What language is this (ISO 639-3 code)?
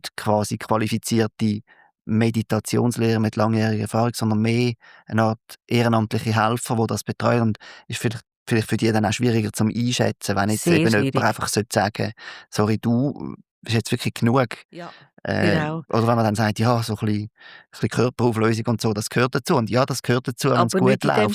gsw